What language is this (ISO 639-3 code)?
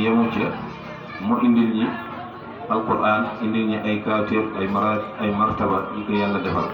wol